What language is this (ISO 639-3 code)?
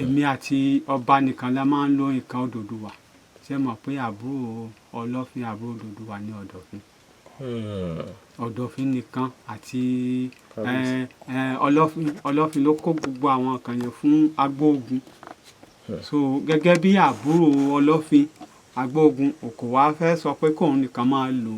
yor